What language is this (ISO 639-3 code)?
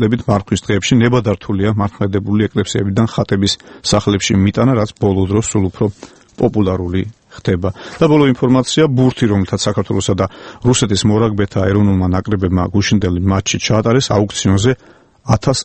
kat